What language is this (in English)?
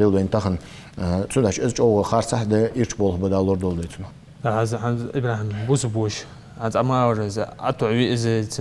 Ingush